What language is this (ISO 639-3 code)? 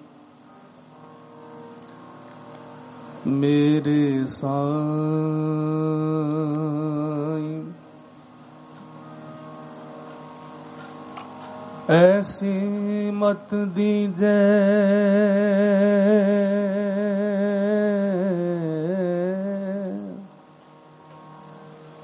pan